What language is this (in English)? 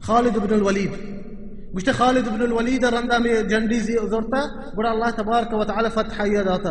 Baluchi